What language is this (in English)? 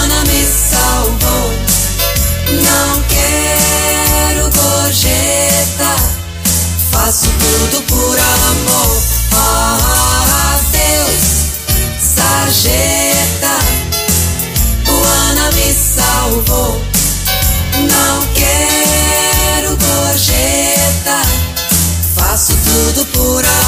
Portuguese